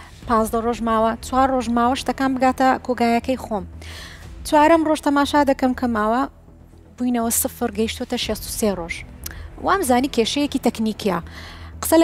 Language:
Central Kurdish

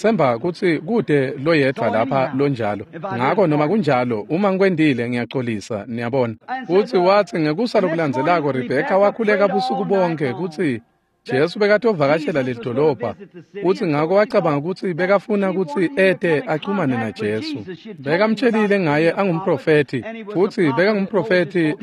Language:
Swati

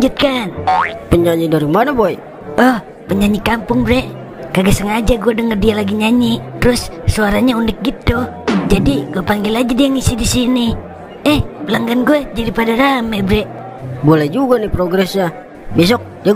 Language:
Betawi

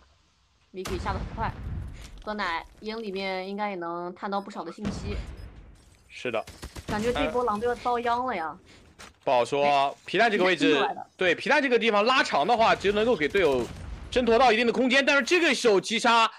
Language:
Chinese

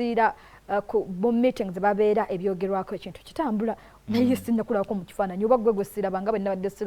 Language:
Ganda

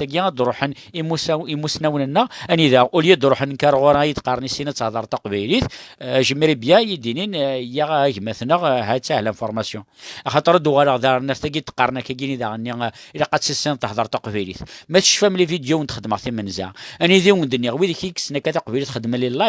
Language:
Kabyle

